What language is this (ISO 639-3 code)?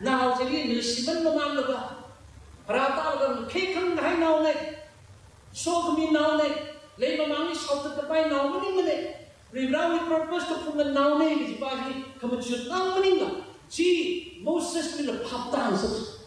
nmf